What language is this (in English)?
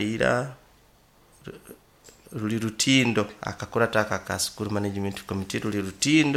Nyoro